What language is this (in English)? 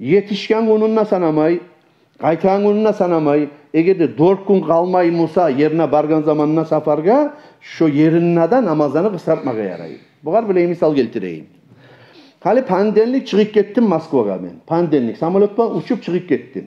Kumyk